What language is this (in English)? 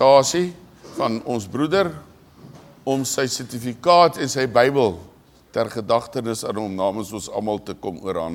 Afrikaans